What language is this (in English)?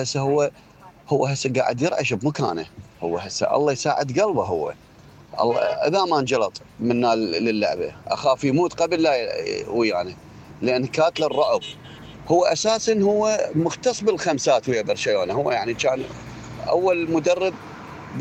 Mesopotamian Arabic